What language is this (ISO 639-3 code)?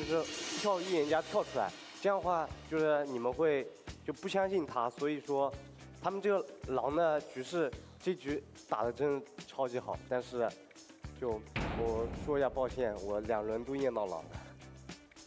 zho